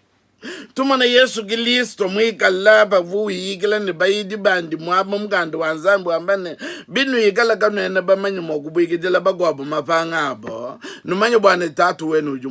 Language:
Luba-Lulua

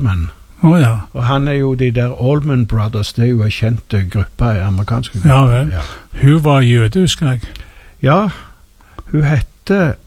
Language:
Norwegian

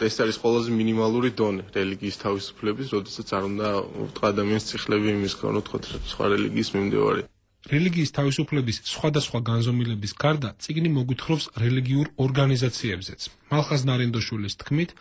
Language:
Georgian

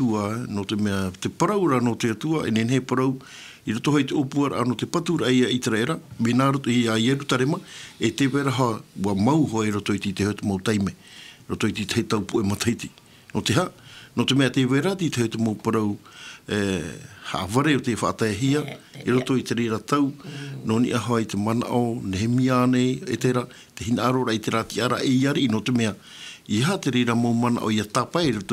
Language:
Tahitian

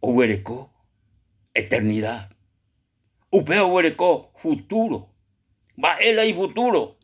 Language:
Guarani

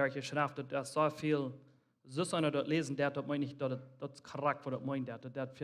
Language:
Plautdietsch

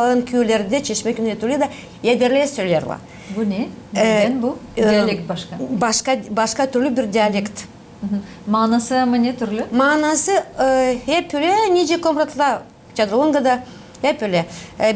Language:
Gagauz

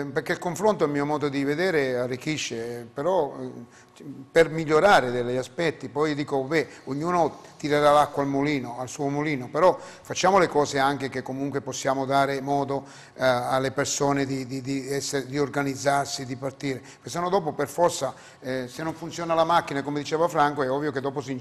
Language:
Italian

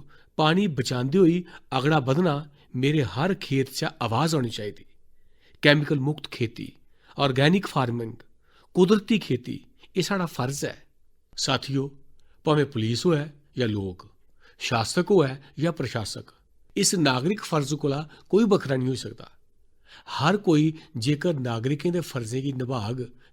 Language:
Dogri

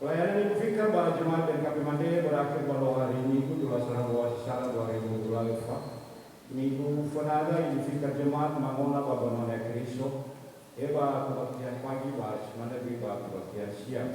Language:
Nias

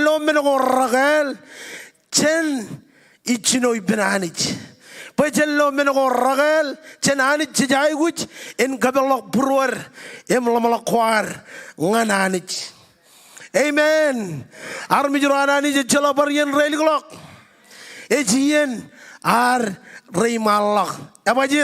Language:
Marshallese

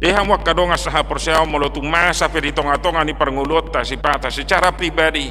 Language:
Batak Toba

